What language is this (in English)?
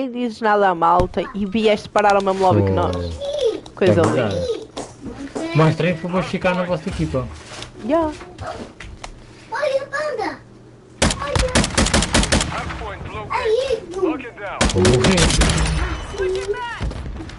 Portuguese